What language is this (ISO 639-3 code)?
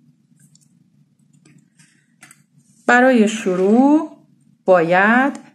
fas